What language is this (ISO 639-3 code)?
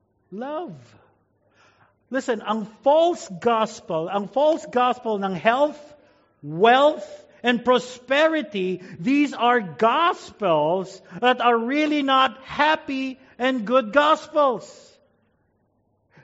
fil